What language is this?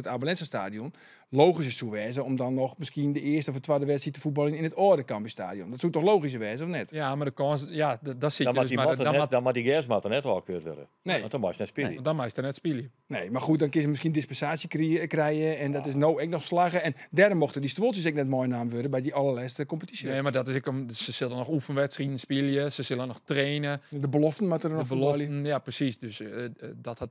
Western Frisian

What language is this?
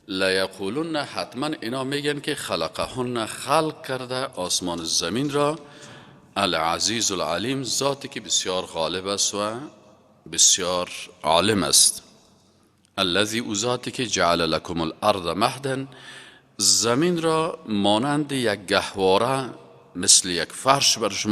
Persian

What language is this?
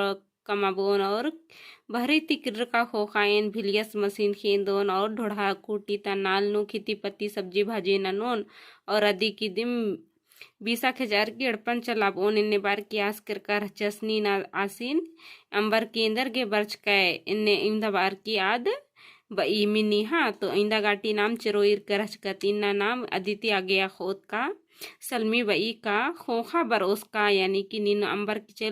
Kurukh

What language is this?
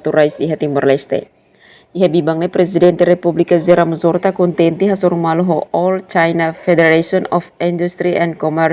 Tetum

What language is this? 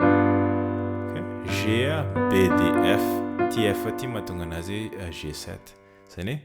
Malagasy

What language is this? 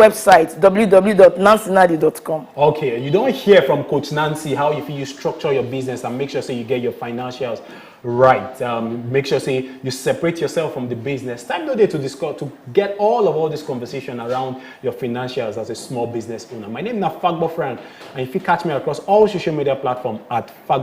Nigerian Pidgin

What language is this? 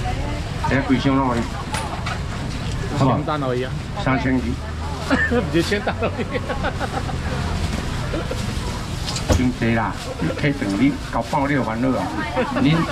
Min Nan Chinese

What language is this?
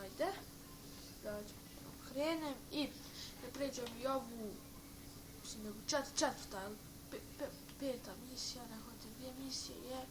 Bosnian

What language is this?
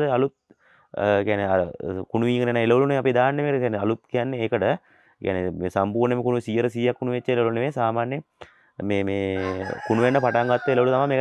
Sinhala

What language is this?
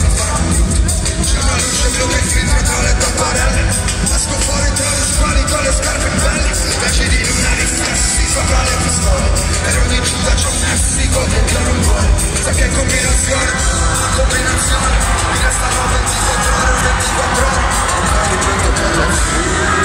Italian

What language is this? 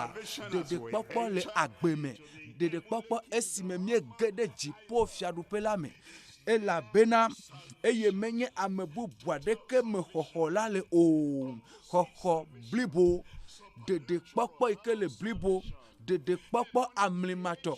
Ewe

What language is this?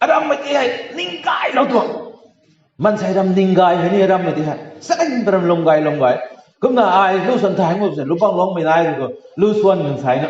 Rongmei Naga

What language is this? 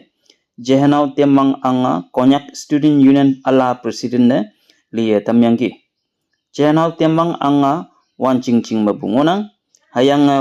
Konyak Naga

